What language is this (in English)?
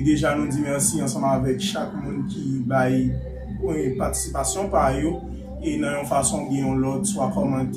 Haitian Creole